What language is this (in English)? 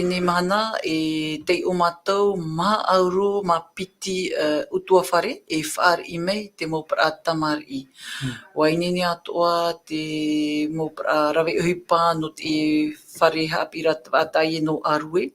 Tahitian